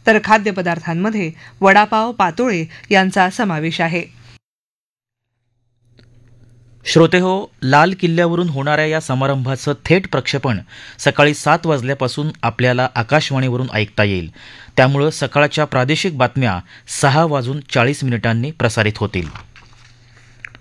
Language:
Marathi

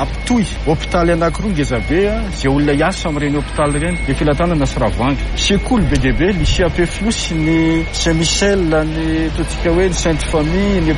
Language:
Malagasy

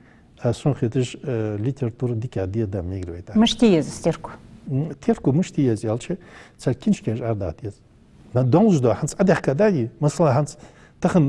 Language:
Ingush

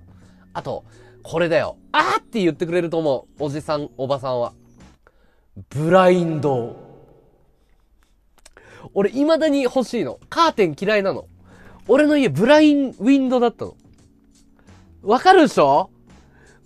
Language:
Japanese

